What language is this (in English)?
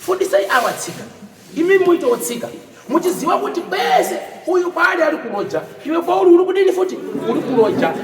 Shona